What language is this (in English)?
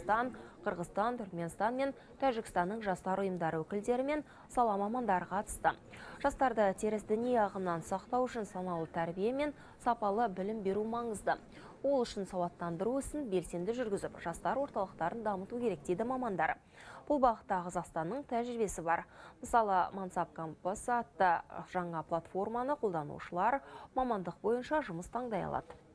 Kazakh